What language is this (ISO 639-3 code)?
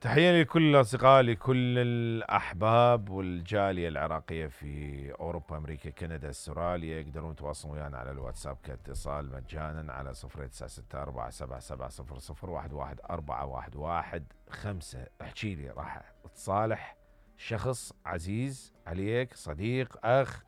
acm